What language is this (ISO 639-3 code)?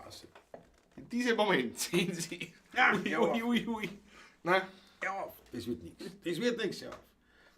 bar